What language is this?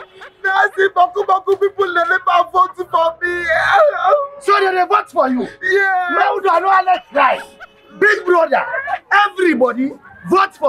Krio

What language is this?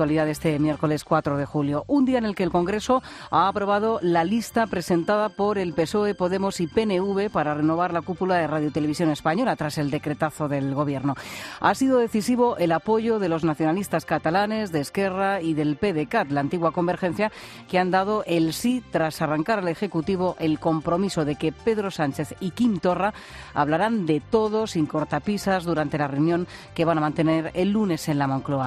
Spanish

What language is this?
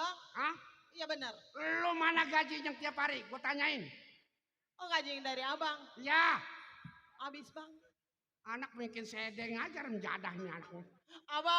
Betawi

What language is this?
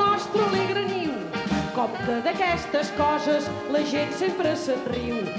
Catalan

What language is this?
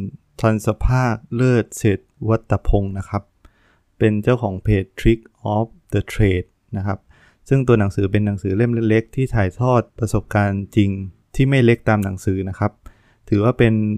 Thai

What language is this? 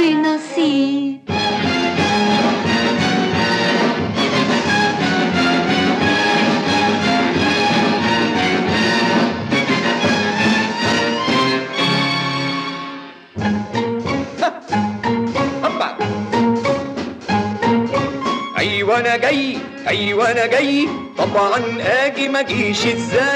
Egyptian Arabic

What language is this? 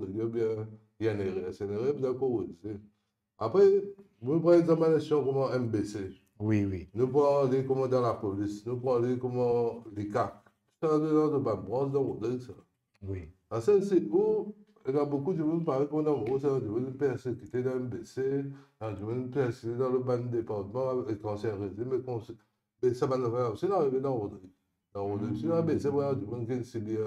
Morisyen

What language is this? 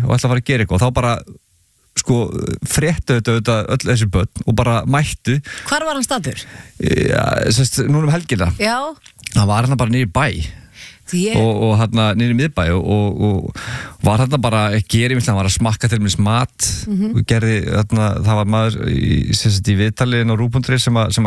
Icelandic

